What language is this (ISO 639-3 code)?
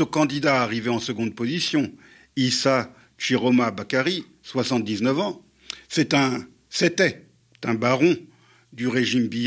fra